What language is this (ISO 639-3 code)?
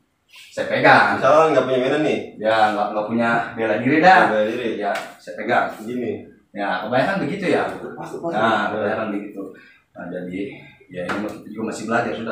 bew